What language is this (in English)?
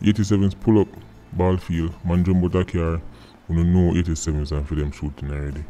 Jamaican Creole English